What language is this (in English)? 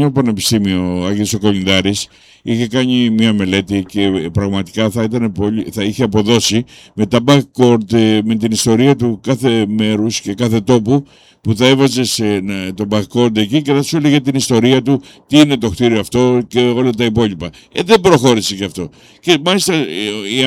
Greek